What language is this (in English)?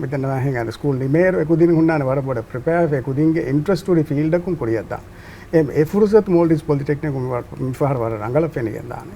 Divehi